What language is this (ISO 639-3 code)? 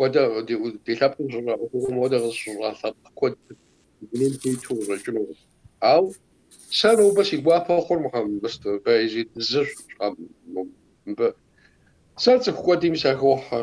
kbd